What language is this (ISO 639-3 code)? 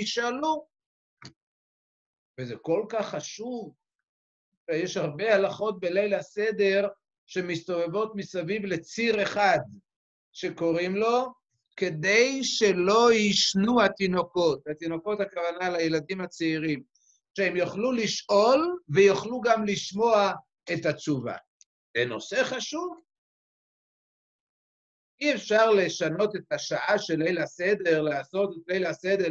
heb